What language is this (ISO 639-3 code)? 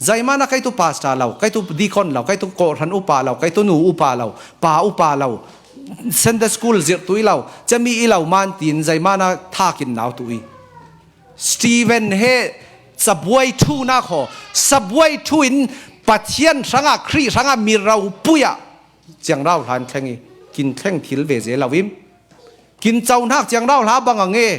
cfm